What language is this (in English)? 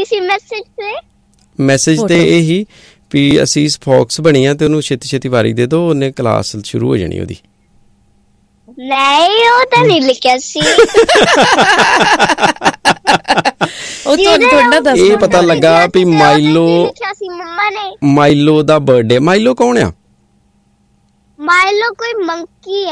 Punjabi